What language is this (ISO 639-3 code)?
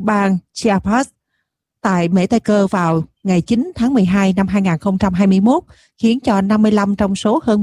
vie